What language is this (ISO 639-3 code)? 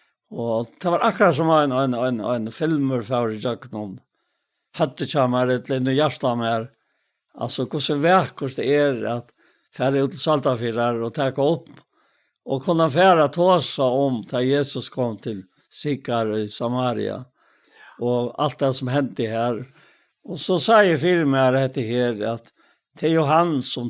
fao